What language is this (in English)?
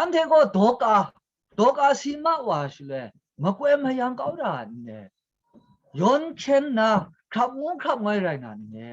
Kachin